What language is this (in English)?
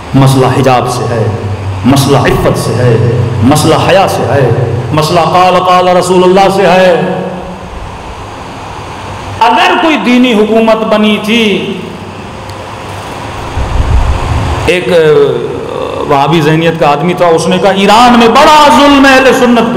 Urdu